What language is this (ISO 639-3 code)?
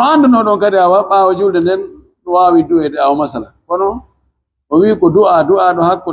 fuf